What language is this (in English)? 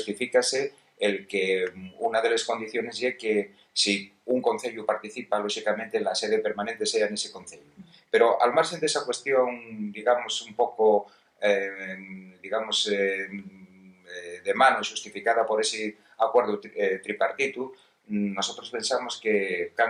Asturian